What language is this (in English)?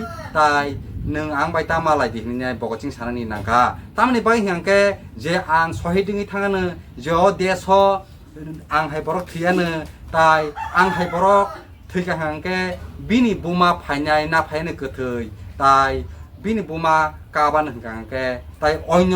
Kok Borok